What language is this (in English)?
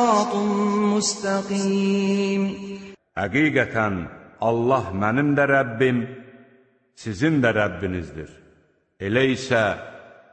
Azerbaijani